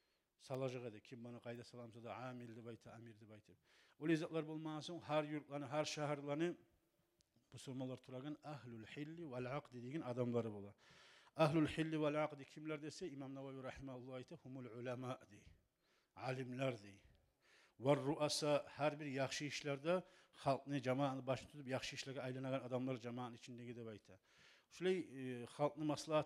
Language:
Kumyk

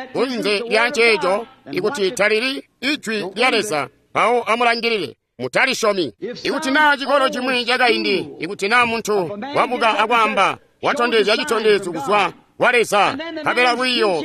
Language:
Tonga (Zambia)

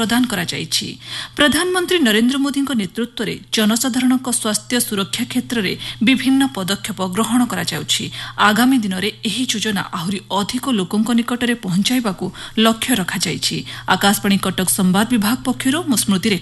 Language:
Odia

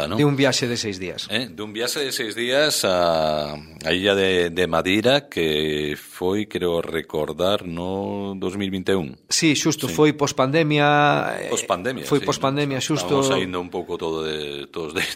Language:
Galician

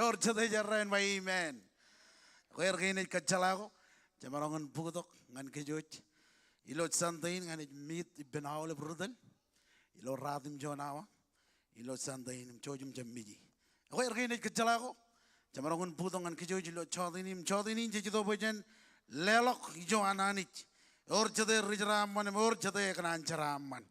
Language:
Marshallese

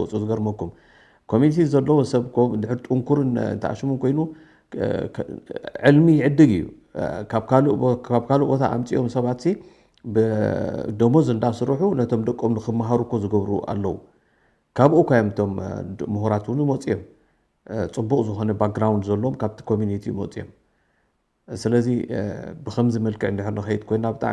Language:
Tigrinya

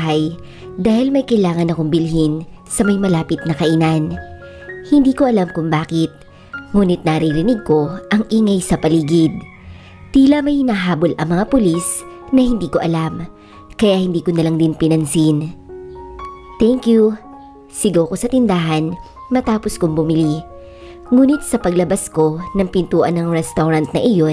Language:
Filipino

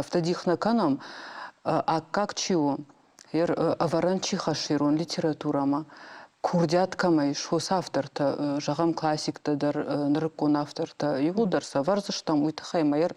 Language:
Ossetic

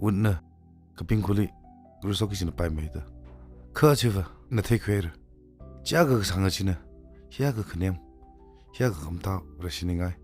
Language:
Tangkhul Naga (India)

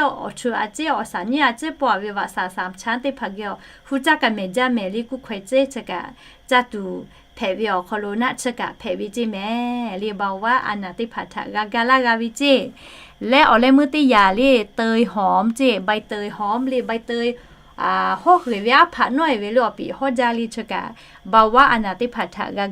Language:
Lahu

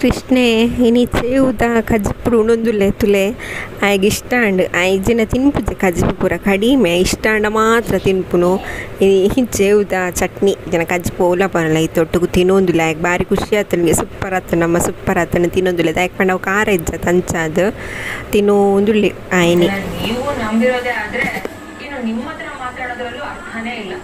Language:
Tulu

